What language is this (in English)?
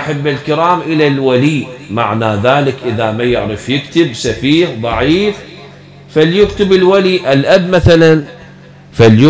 Arabic